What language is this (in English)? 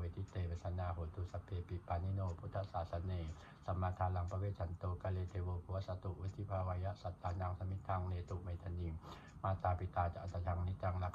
Pali